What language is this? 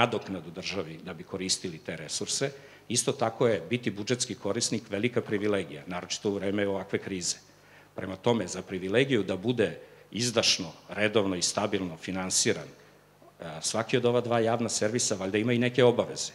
Serbian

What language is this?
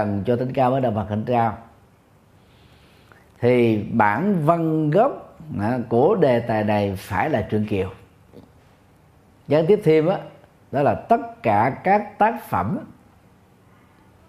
Vietnamese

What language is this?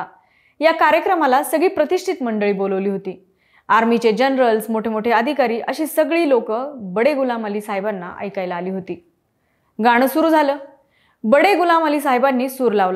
Marathi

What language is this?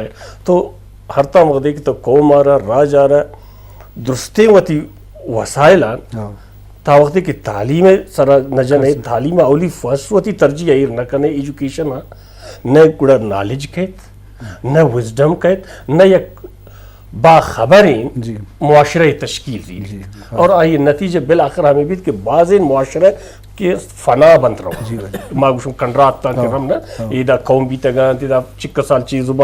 Eastern Balochi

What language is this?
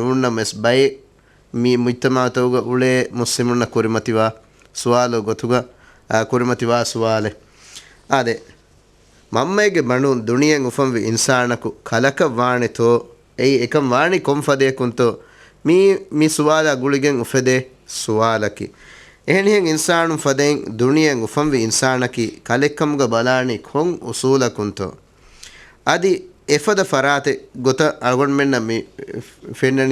Divehi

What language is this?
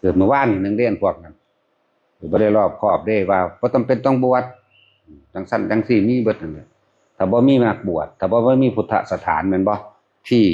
Northeastern Thai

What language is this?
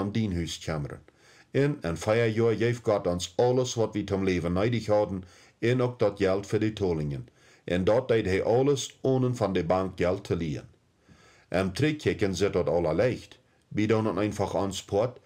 Plautdietsch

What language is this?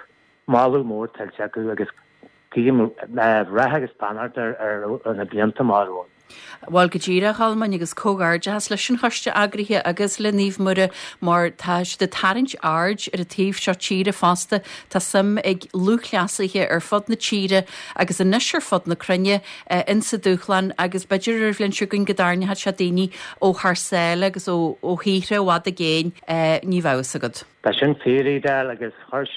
Irish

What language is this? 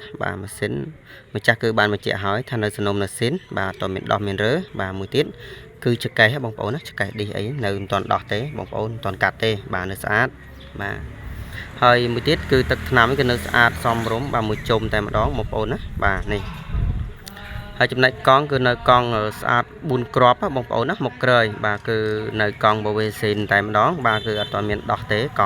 Khmer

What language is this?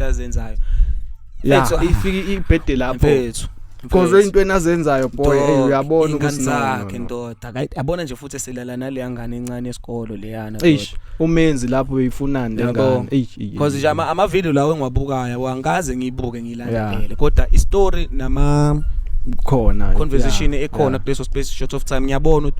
Zulu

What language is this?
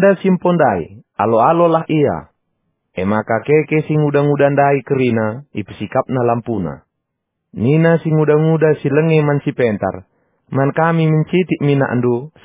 Batak Karo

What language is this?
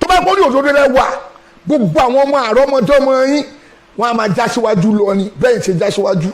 Yoruba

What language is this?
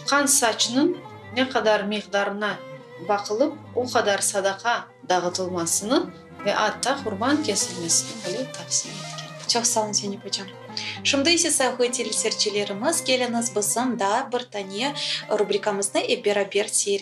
Crimean Tatar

